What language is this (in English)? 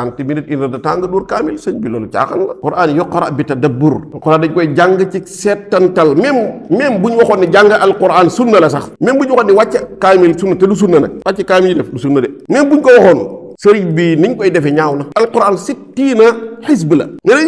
Wolof